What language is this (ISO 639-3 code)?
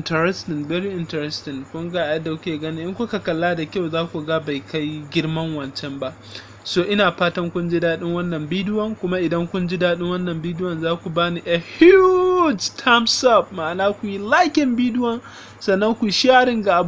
hau